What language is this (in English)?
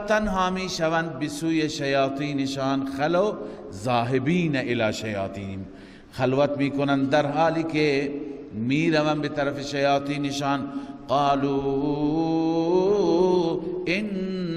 Persian